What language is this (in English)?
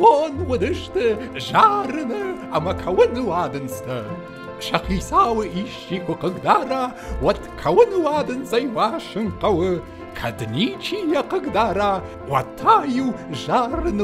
Ossetic